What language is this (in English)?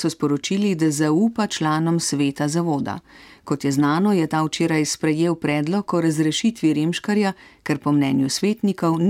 Slovenian